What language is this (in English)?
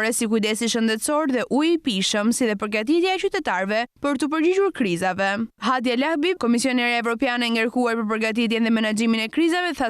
Albanian